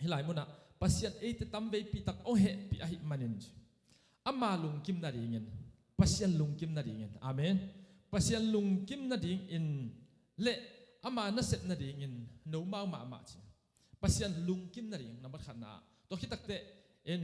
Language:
Tedim Chin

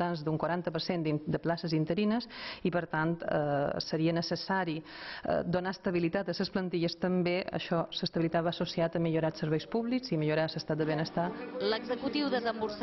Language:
Catalan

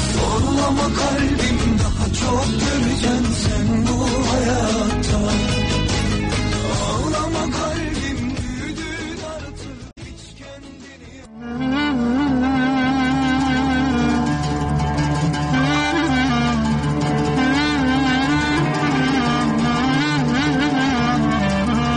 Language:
Turkish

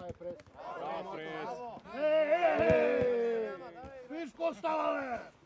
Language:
Bulgarian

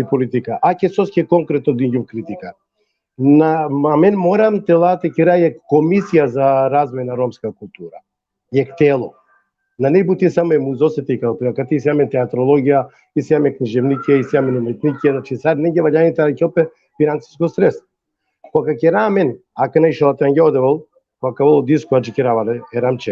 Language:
Balkan Romani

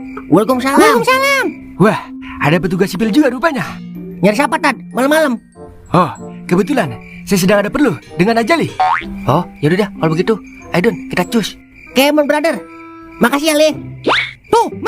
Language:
Betawi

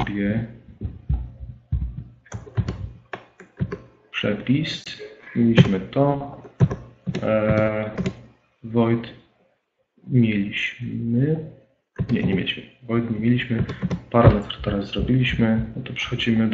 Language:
Polish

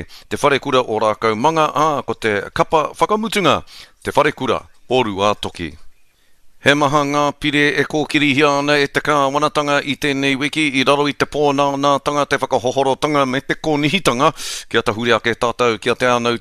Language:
Māori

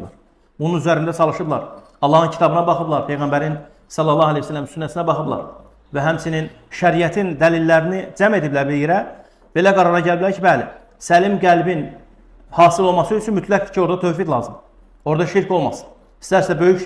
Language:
Azerbaijani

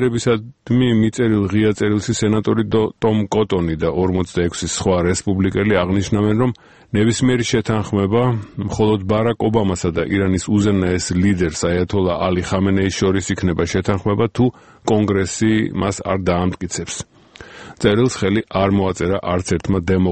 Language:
Georgian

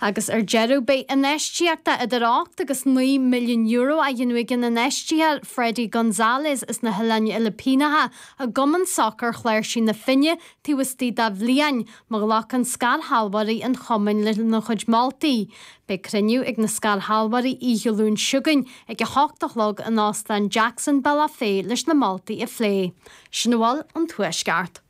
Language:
Irish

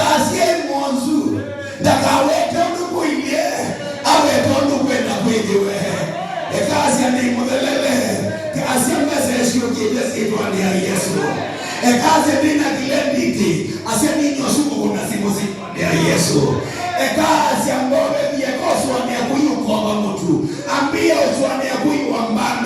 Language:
Kamba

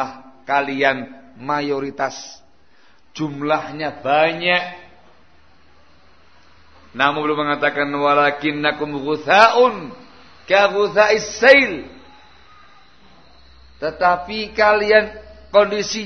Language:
Indonesian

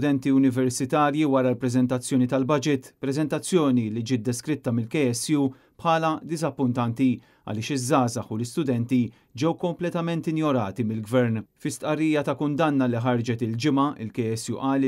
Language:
Maltese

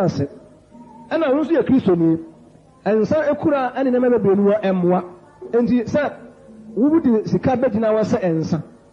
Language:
Akan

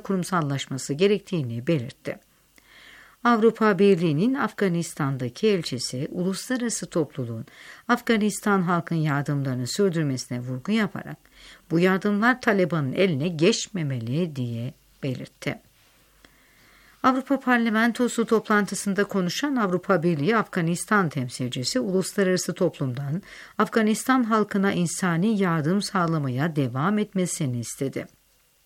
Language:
Turkish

